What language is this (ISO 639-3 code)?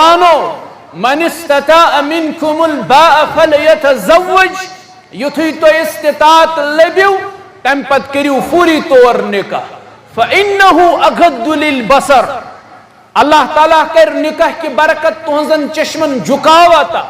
kas